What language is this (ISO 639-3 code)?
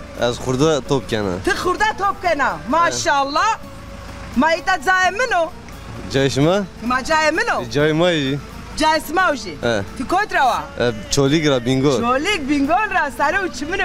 zza